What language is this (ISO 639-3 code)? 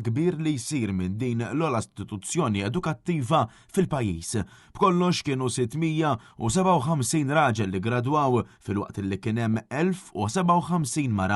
mlt